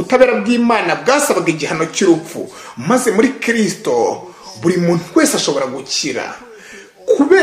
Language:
Kinyarwanda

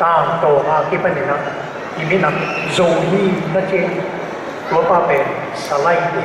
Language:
Tedim Chin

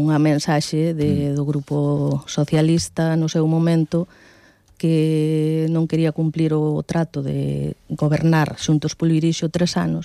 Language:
Galician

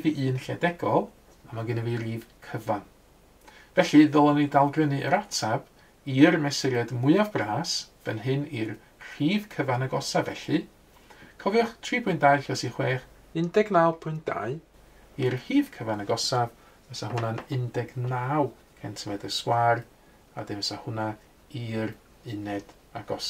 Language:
Welsh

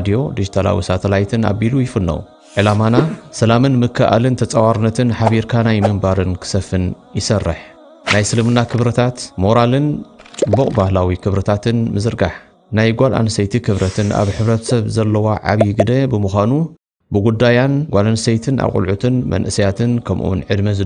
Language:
Tigrinya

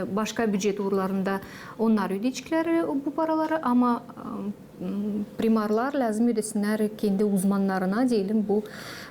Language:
Gagauz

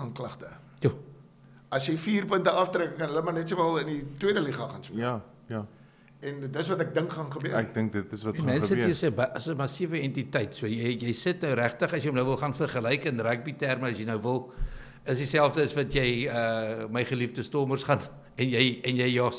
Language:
Afrikaans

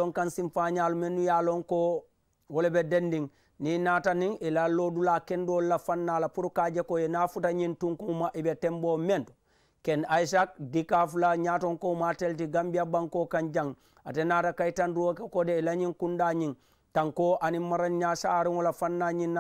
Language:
Mandingo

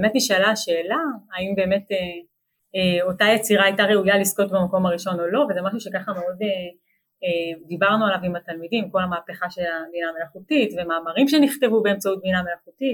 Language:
Hebrew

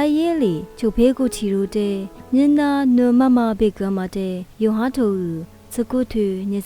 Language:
Lisu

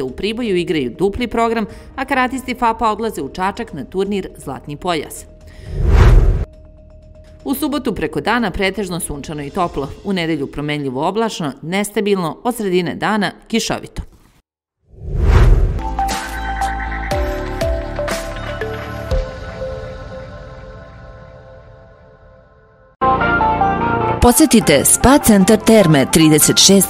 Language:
Serbian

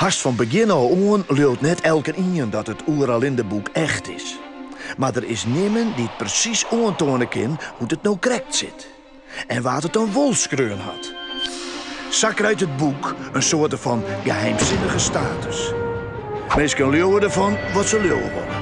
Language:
Western Frisian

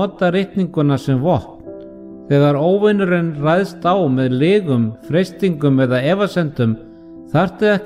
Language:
Icelandic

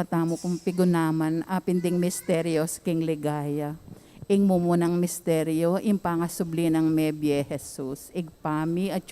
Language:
Pampanga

